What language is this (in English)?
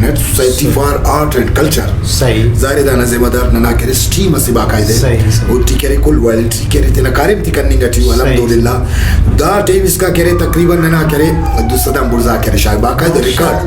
Brahui